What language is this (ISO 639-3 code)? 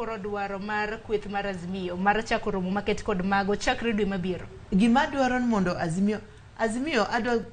luo